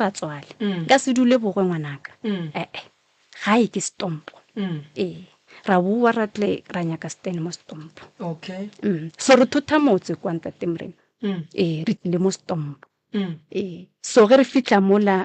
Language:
Northern Sotho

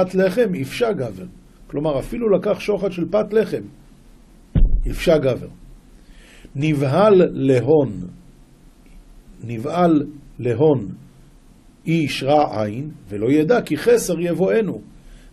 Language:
Hebrew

